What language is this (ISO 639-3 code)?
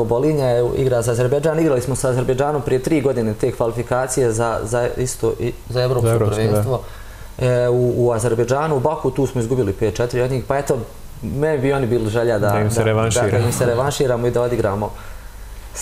bos